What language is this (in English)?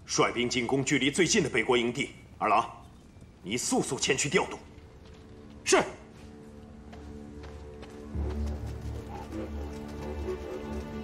Chinese